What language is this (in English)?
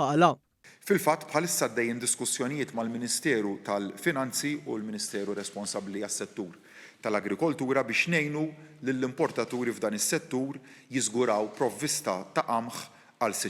Maltese